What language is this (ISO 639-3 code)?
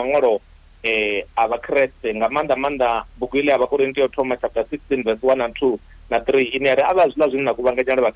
ven